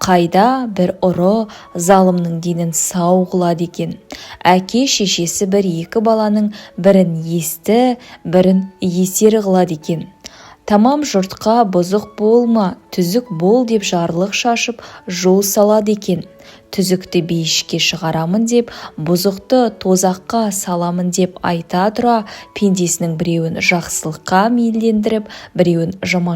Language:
Kazakh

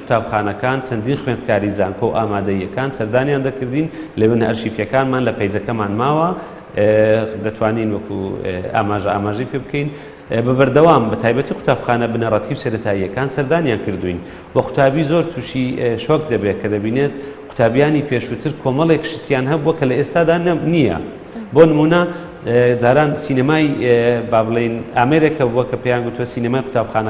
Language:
Central Kurdish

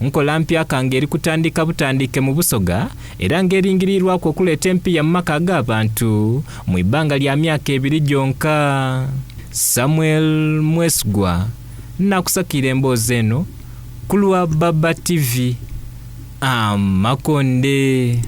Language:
Soga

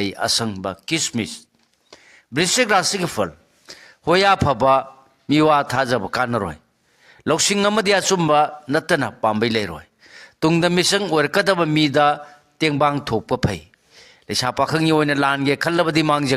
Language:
Manipuri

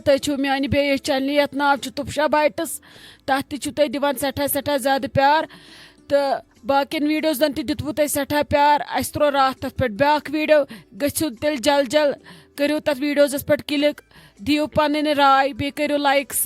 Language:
Kashmiri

